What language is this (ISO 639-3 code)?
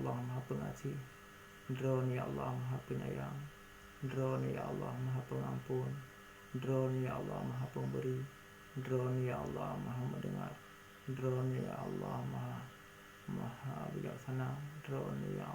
ace